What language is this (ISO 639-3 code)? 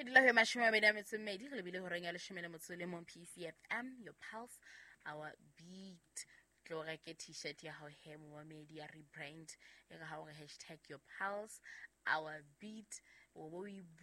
sot